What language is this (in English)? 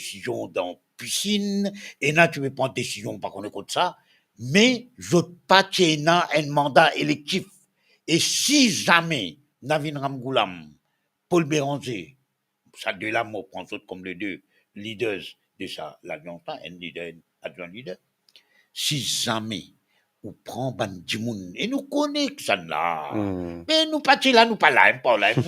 Morisyen